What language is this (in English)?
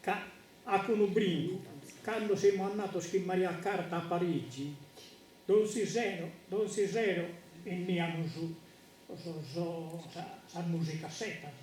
Sardinian